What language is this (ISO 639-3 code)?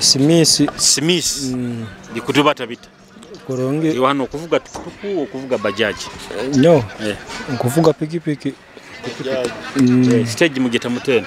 nyo